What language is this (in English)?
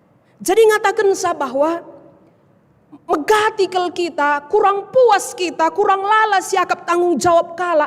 Batak Karo